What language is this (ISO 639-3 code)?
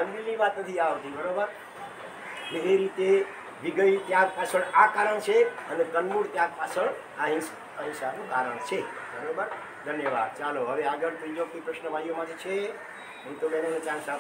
guj